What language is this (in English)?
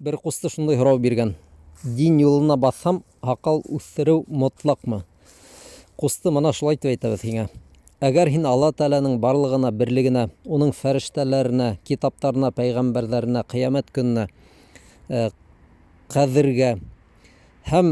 Bashkir